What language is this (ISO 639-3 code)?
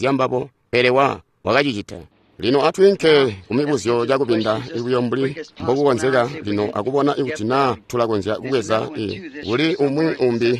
toi